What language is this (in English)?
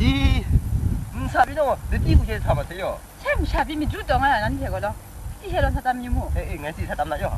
Kachin